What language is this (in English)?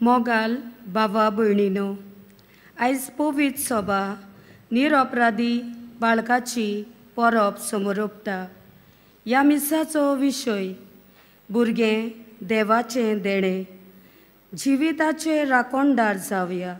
Konkani